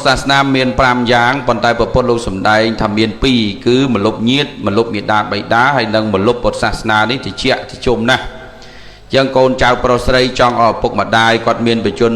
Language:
Khmer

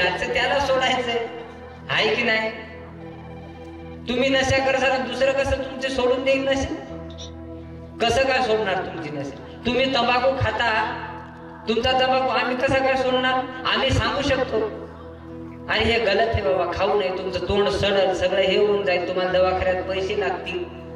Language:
Marathi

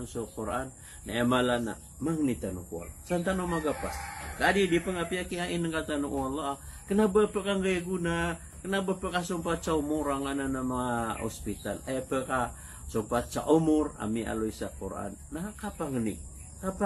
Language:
Maranao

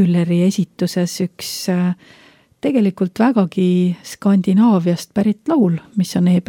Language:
Estonian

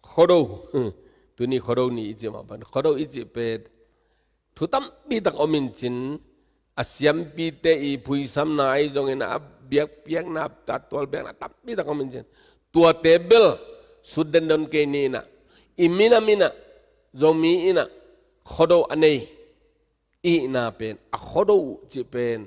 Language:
Tedim Chin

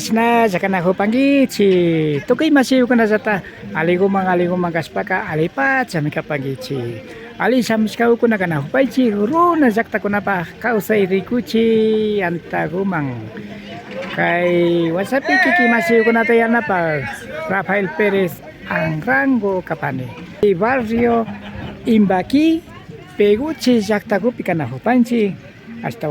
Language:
Imbabura Highland Quichua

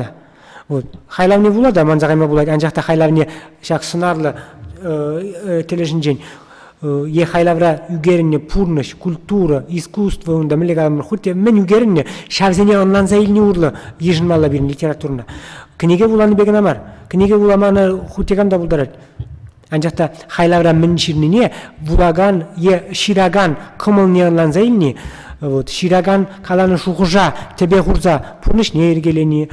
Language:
Chuvash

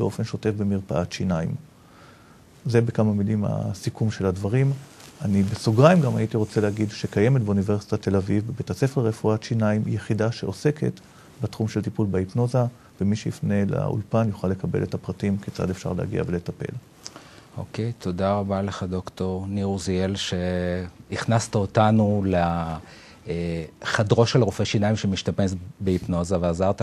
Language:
Hebrew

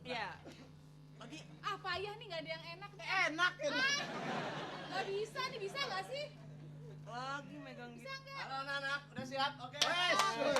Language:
Betawi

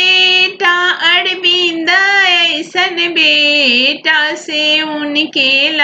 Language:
Bhojpuri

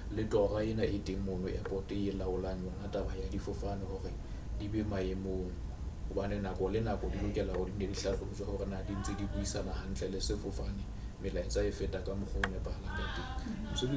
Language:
Southern Sotho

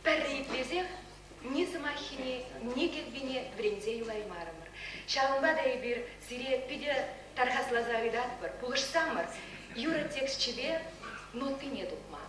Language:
Chuvash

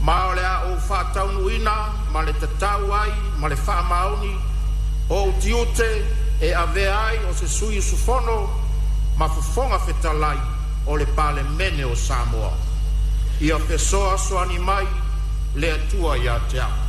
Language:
Samoan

